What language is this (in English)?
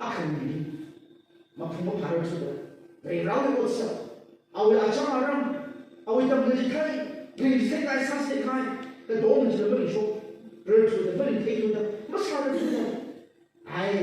Tangkhul Naga (India)